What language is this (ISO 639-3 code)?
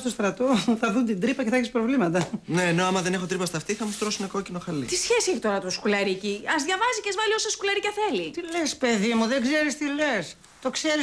ell